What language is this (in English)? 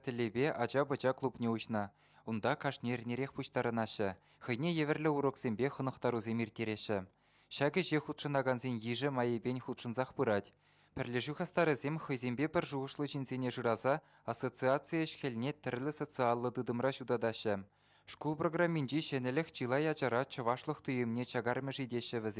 Chuvash